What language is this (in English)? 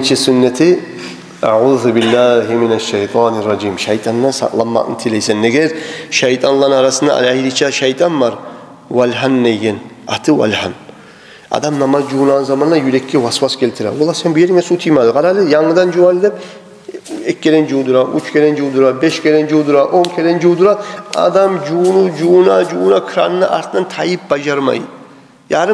Kumyk